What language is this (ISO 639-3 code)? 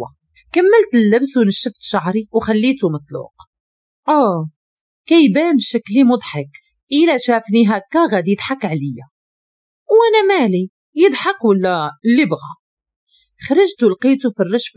ary